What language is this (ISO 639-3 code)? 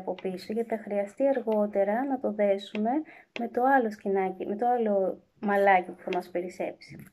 ell